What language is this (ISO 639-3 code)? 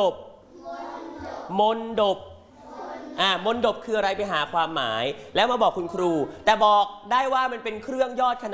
tha